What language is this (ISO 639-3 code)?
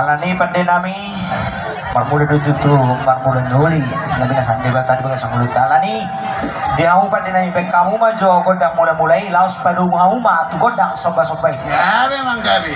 bbc